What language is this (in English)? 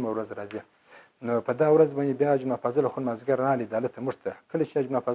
Pashto